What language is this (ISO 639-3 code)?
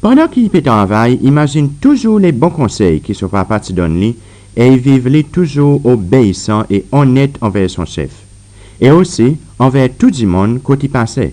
crs